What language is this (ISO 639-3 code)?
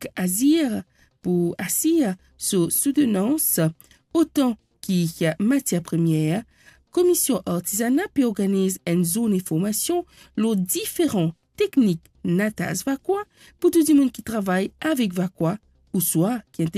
mfe